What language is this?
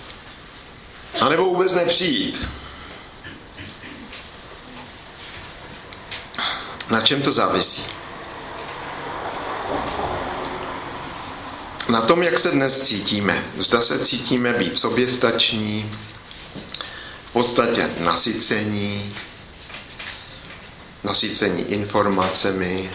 Czech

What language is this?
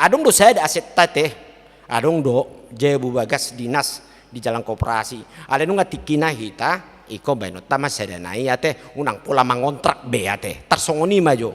Batak Toba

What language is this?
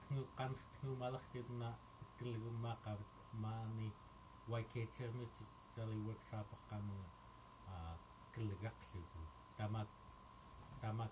Central Yupik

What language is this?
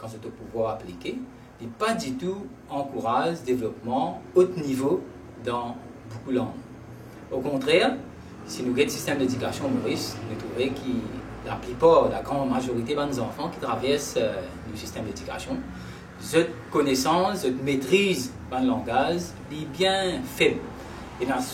Morisyen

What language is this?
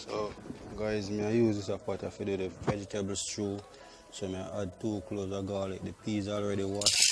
Jamaican Creole English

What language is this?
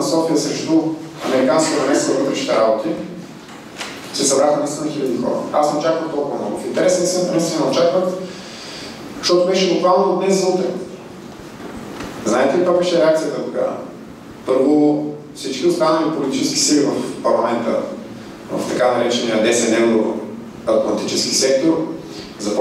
Bulgarian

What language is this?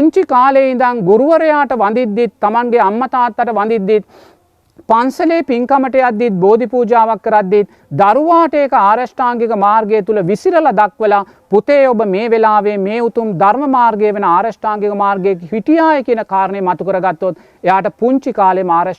Sinhala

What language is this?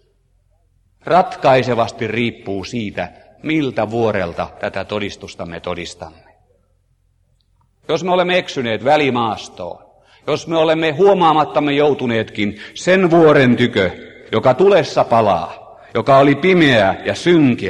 Finnish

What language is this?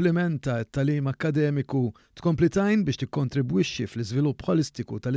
Maltese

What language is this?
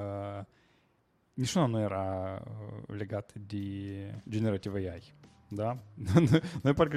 Romanian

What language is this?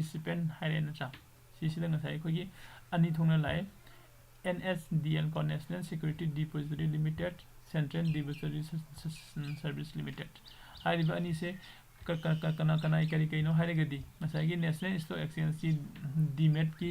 Manipuri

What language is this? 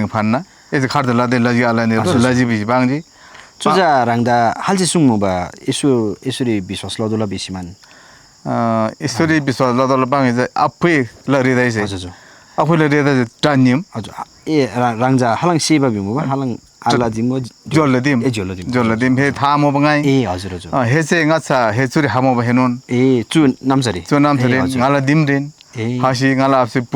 Eastern Tamang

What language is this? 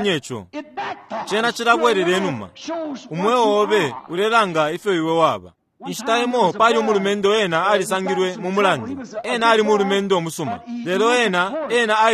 Bemba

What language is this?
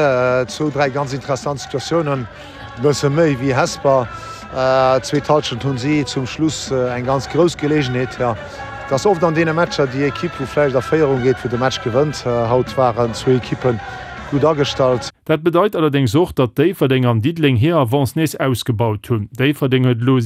Luxembourgish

